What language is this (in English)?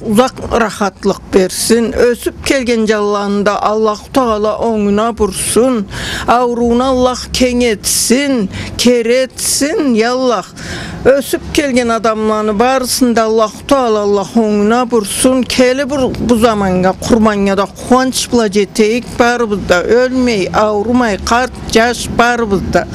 Karachay-Balkar